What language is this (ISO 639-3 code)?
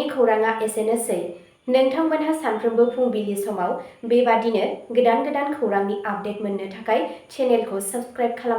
brx